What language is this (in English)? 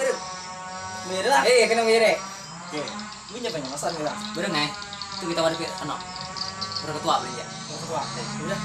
Banjar